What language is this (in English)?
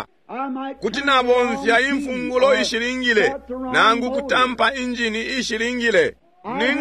Bemba